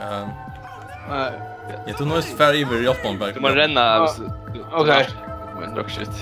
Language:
Faroese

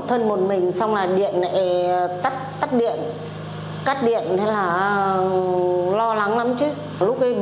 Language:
Vietnamese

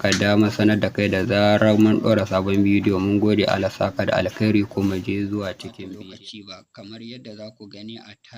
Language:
Hausa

